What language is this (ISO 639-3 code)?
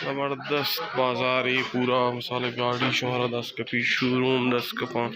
bal